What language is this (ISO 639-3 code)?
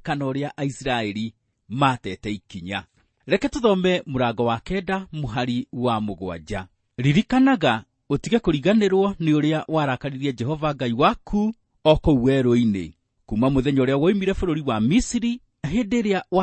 kik